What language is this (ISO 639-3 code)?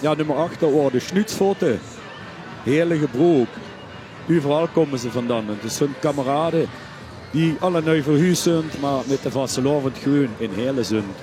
lim